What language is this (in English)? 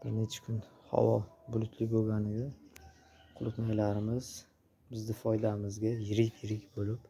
Uzbek